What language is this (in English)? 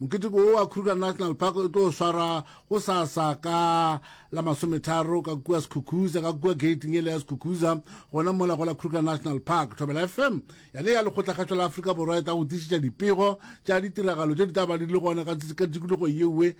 Northern Sotho